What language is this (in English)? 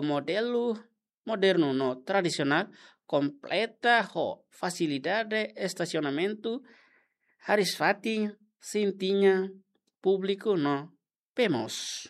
Tetum